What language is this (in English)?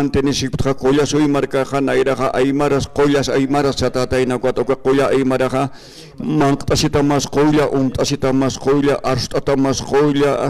Aymara